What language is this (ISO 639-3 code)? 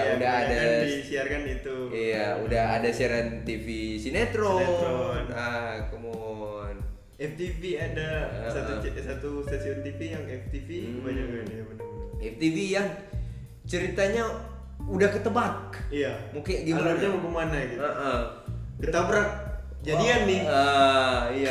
ind